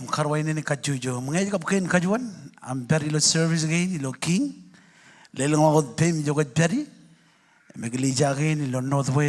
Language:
Marshallese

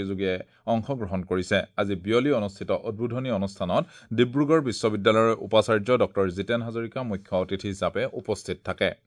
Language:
Assamese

